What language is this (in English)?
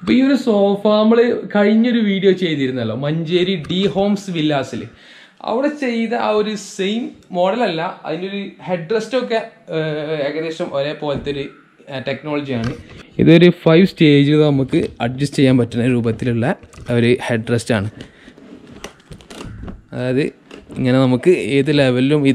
Malayalam